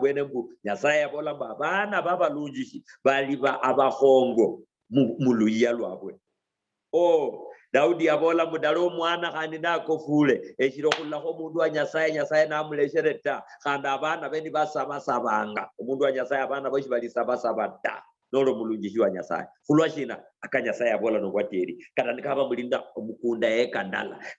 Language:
Luyia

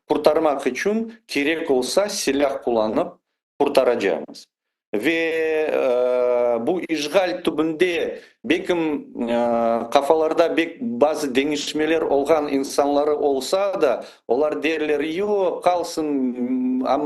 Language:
Crimean Tatar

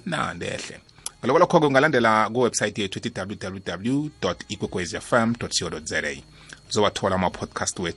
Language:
South Ndebele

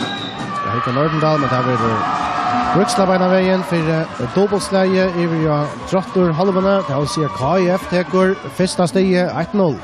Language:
Faroese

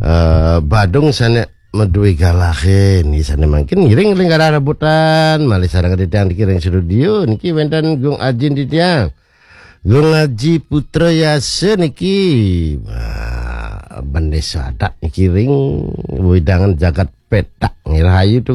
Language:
Balinese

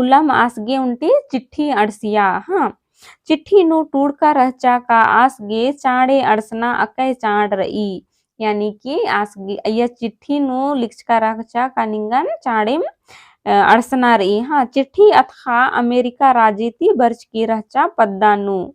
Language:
Kurukh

